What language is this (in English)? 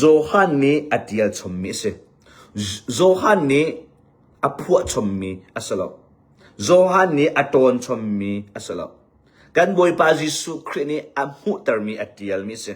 Hakha Chin